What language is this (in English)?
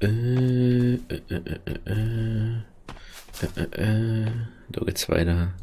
Bavarian